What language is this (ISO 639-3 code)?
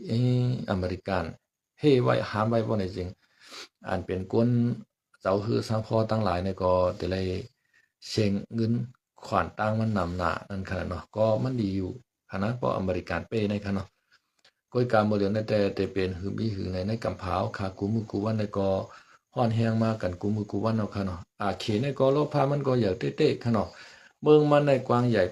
shn